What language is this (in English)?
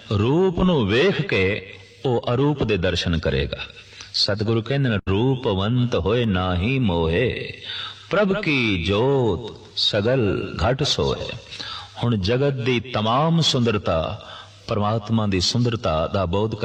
Punjabi